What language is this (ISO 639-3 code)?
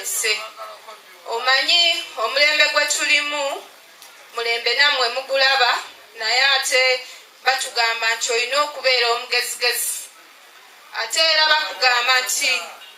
lug